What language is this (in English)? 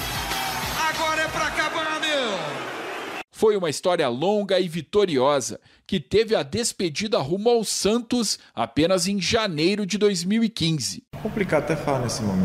Portuguese